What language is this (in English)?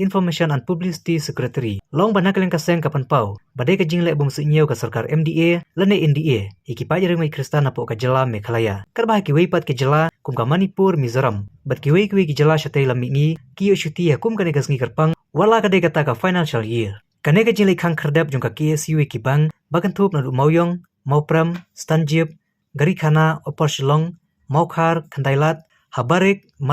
Khasi